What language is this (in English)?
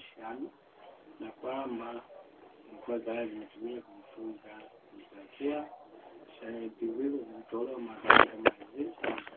Swahili